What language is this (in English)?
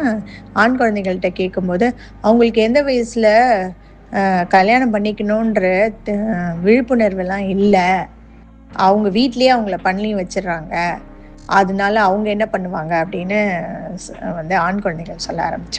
Tamil